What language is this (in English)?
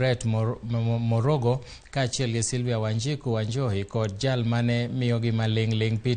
Luo (Kenya and Tanzania)